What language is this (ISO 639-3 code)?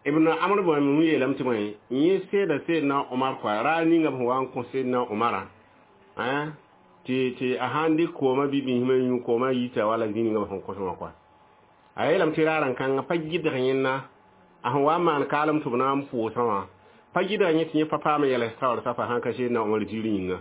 mos